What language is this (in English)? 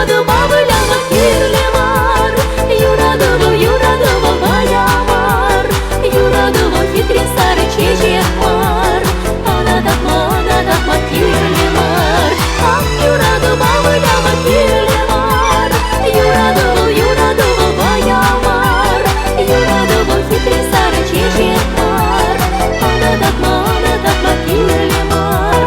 Chuvash